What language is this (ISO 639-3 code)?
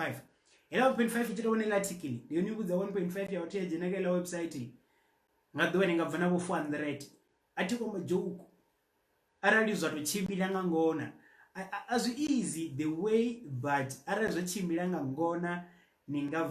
ven